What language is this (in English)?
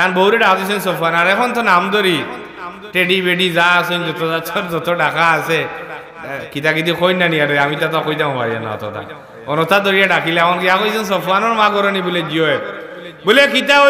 Sylheti